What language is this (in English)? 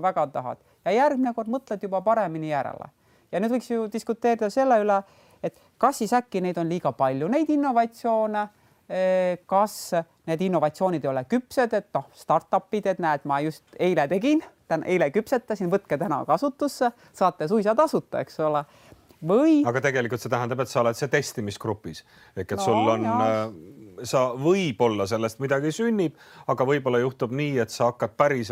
Estonian